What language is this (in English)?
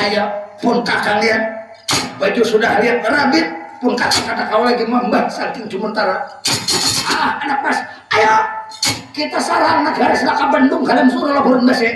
Banjar